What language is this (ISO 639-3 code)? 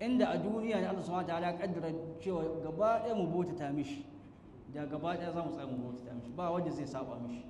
hau